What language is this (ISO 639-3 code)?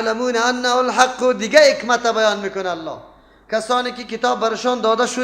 fas